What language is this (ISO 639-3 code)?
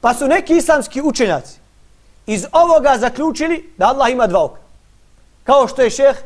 bos